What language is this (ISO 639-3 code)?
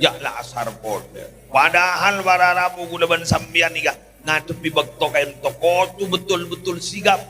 mad